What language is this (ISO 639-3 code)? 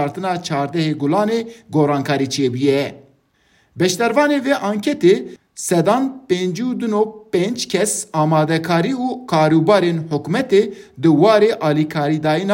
kur